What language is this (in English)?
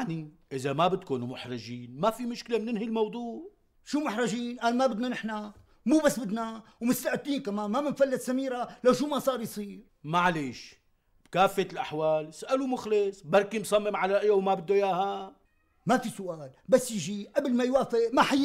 North Levantine Arabic